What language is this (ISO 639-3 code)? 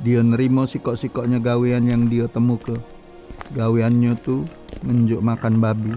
mui